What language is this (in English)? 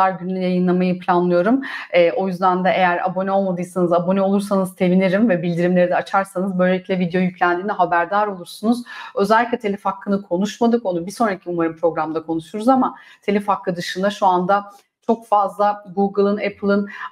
Turkish